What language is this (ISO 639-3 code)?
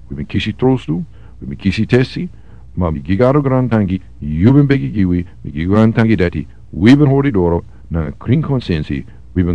srn